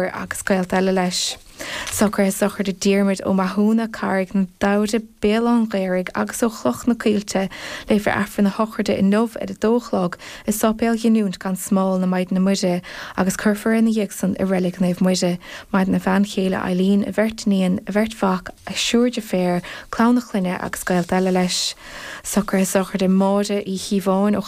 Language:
Irish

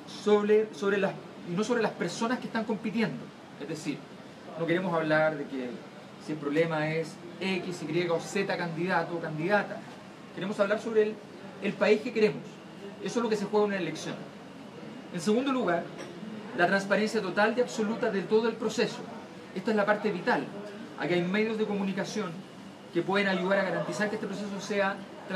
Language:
Spanish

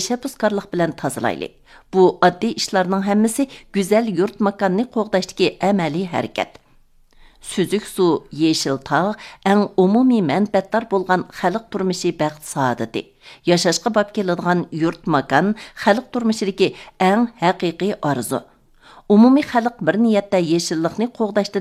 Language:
Uyghur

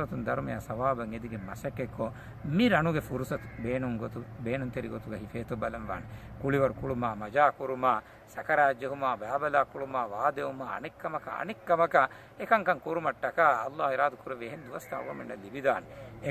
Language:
Divehi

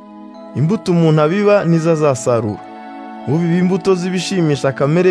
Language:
Kinyarwanda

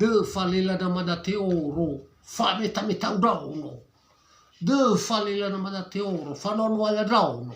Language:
Nias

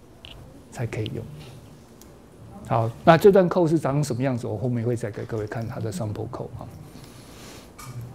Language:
Chinese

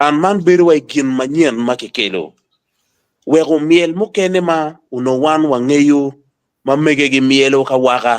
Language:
Acoli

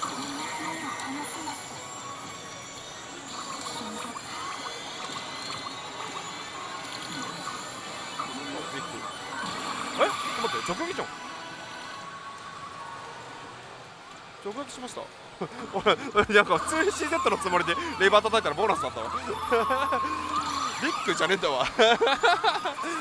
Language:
Japanese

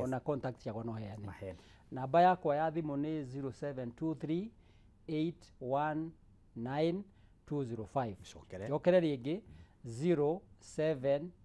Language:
Kikuyu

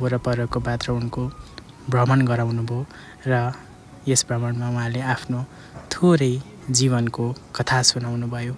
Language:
Nepali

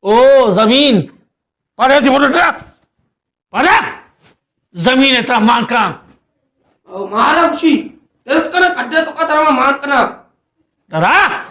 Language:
Baluchi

